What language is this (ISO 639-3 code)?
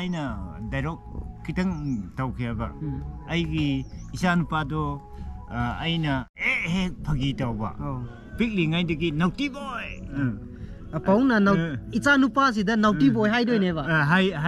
mni